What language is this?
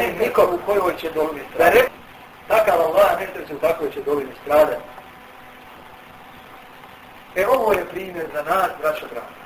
Bosnian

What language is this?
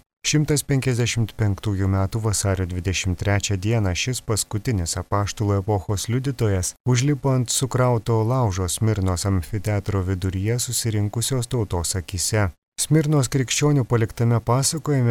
Lithuanian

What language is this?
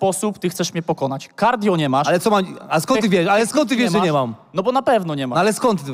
Polish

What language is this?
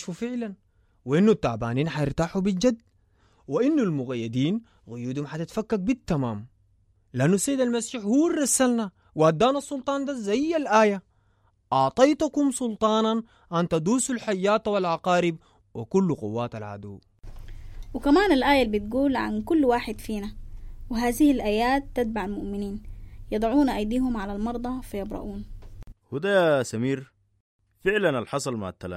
Sudanese Arabic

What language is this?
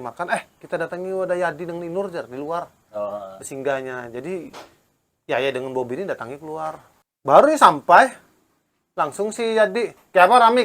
Banjar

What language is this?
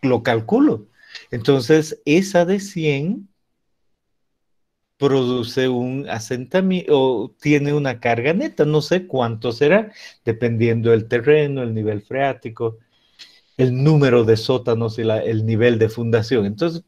Spanish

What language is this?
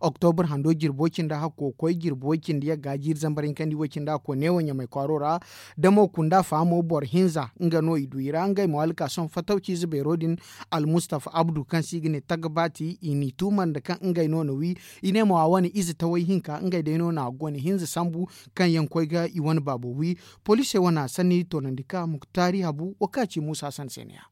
Zarma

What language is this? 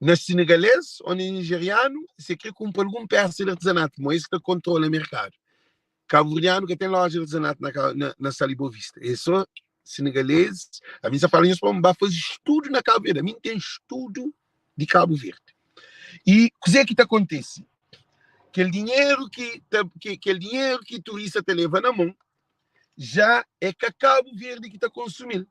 Kabuverdianu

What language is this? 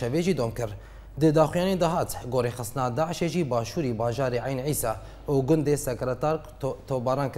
Kurdish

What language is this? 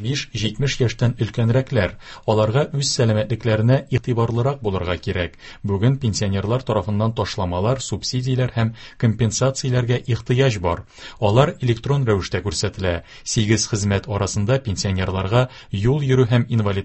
Tatar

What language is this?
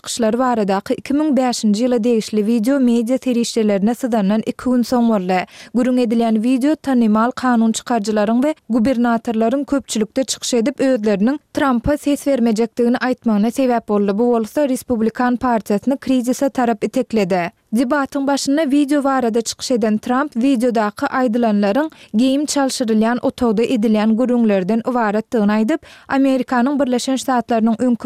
Turkmen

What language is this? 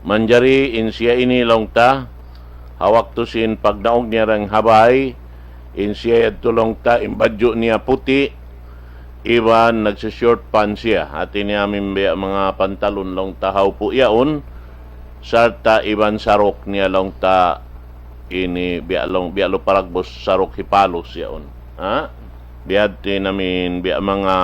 Tausug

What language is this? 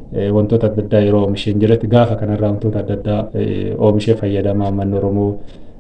Oromo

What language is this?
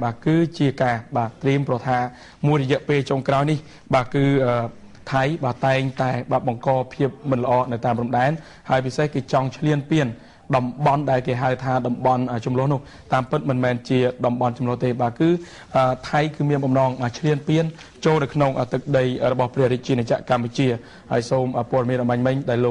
Khmer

